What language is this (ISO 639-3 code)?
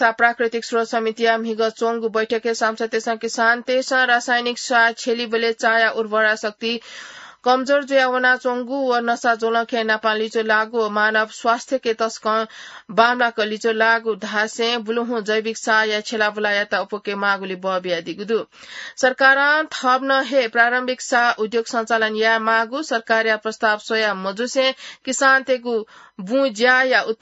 new